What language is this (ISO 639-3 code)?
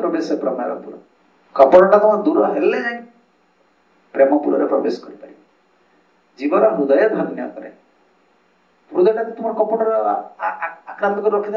ori